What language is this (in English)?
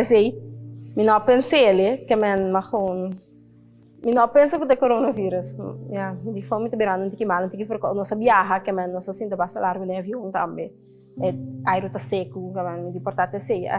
Papiamento